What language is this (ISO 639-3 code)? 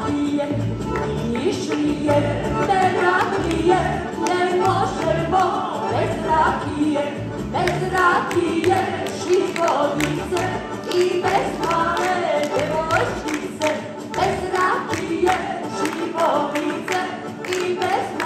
srp